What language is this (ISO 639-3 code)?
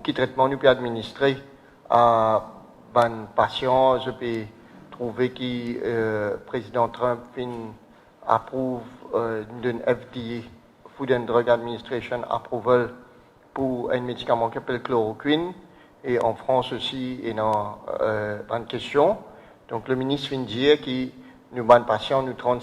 mfe